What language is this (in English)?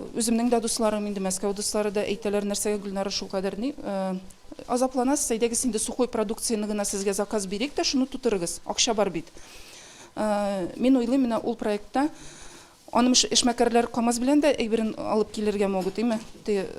Tatar